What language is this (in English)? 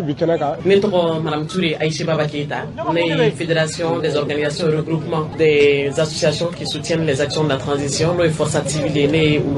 Bambara